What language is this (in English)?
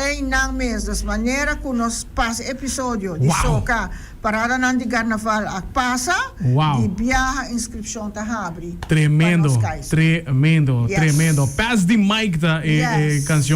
Papiamento